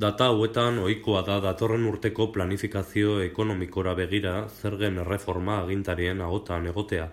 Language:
Basque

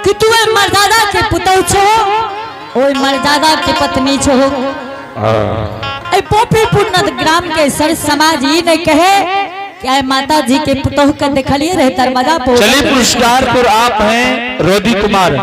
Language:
Angika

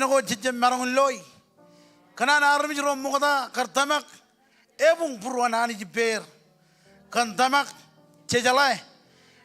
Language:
Marshallese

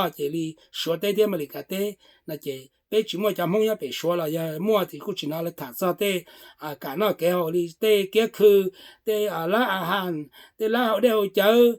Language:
Hmong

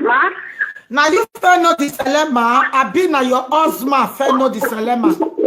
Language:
Nigerian Pidgin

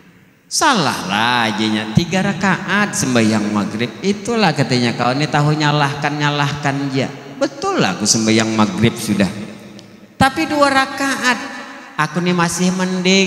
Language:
Banjar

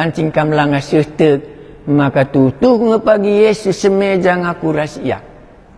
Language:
Batak Karo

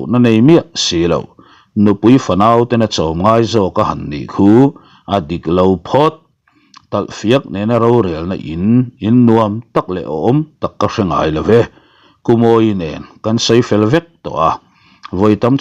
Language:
Mizo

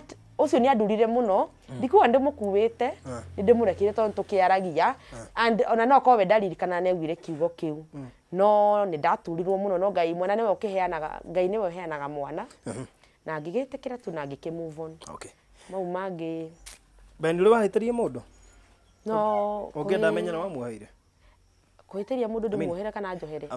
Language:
Kikuyu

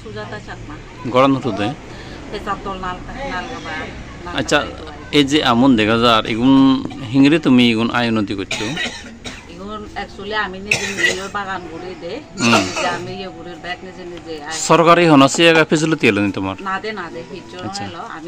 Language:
Chakma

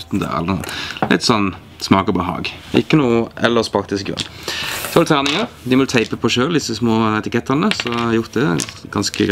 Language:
Norwegian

